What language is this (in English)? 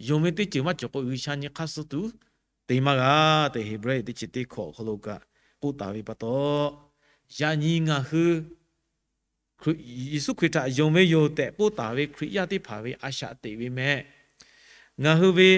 Lahu